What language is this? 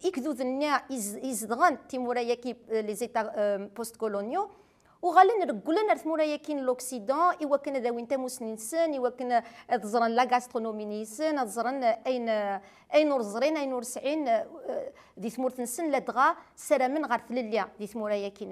Kabyle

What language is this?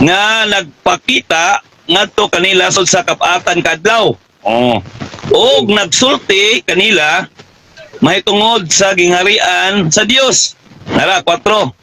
Cebuano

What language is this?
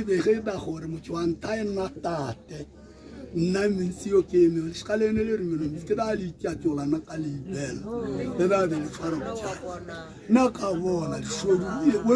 Tswana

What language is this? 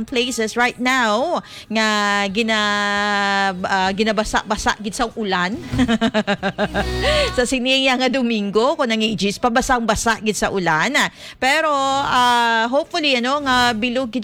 Hiligaynon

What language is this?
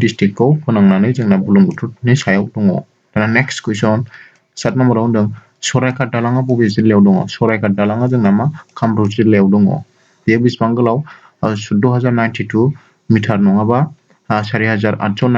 Bodo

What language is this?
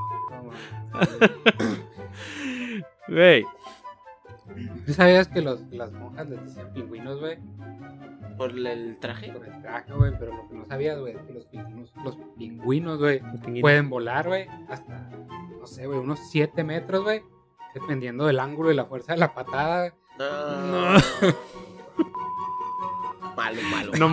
Spanish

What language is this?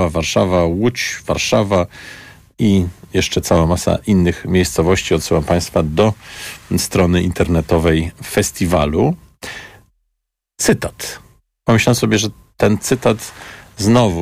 Polish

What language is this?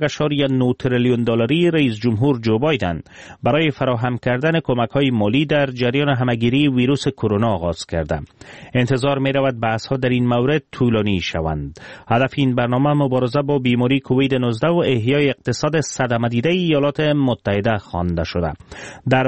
Persian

